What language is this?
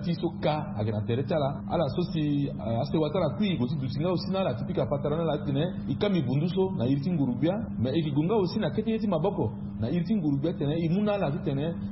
Sango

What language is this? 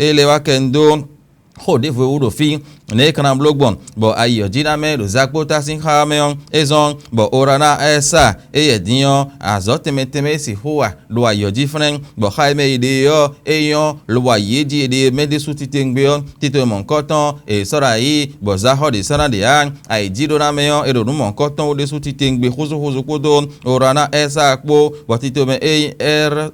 Fon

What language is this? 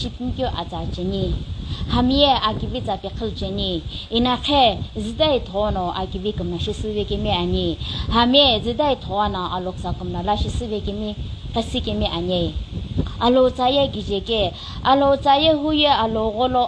Sumi Naga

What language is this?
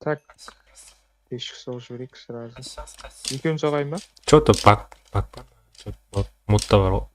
Kara-Kalpak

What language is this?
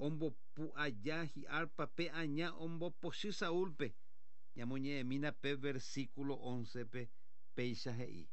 Guarani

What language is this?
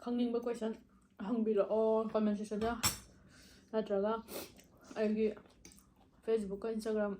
Manipuri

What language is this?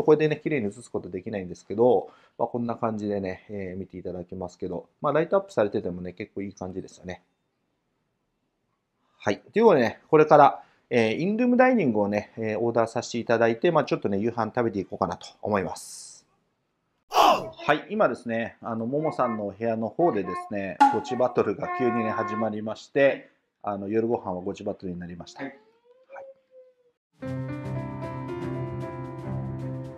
Japanese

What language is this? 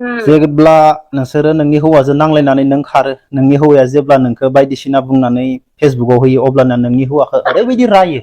Bodo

